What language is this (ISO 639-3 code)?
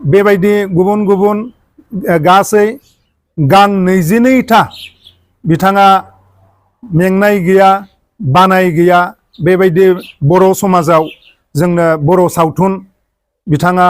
brx